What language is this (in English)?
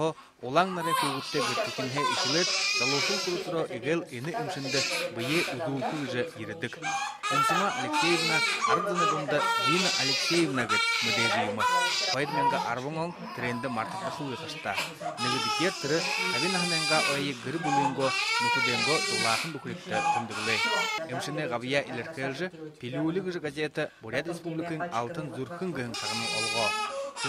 Buriat